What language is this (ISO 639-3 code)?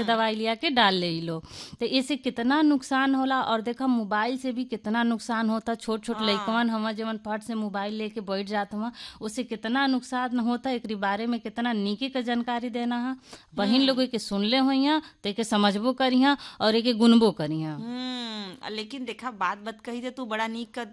bho